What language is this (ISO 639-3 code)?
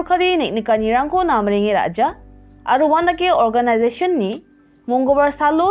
grt